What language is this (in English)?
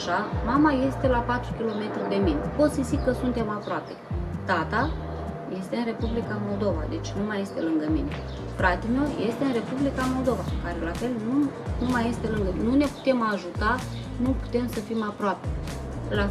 Romanian